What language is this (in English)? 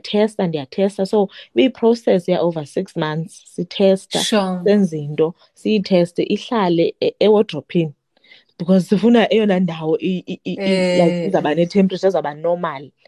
Xhosa